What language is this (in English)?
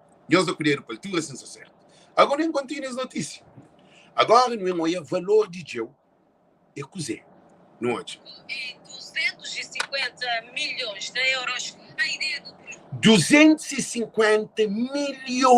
Kabuverdianu